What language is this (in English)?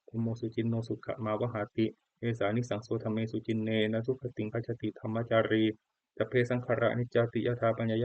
Pali